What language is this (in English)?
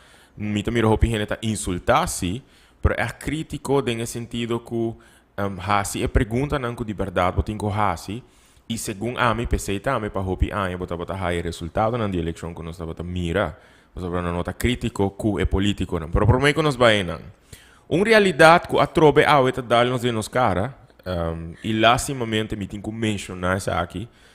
Papiamento